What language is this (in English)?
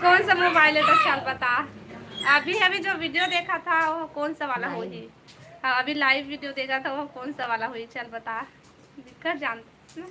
Chhattisgarhi